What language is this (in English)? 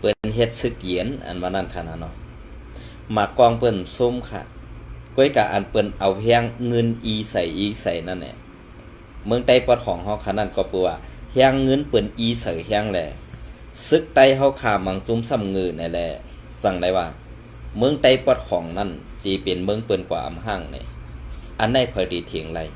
Shan